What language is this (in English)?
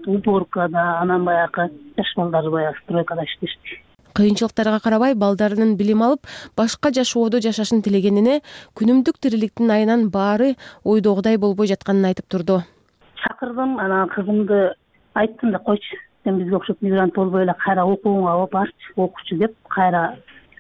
Kyrgyz